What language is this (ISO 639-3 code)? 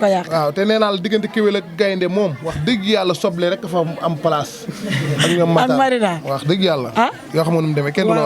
wol